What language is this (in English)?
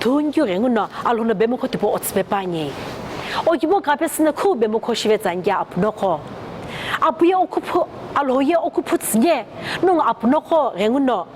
Sumi Naga